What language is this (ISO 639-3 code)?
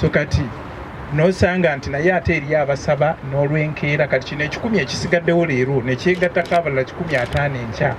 lug